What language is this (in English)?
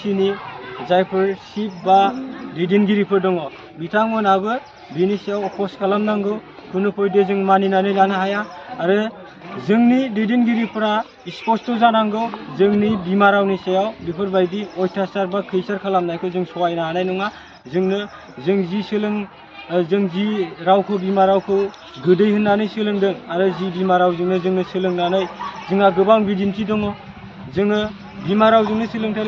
Bodo